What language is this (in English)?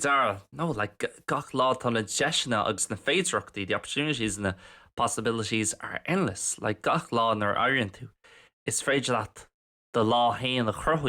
Irish